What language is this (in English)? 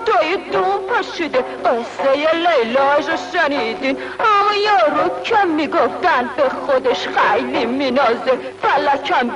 Persian